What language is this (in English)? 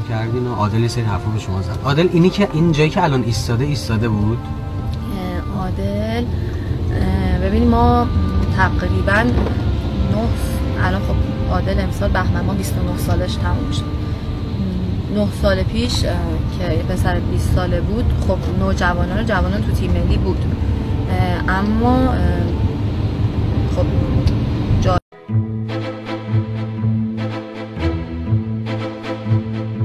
Persian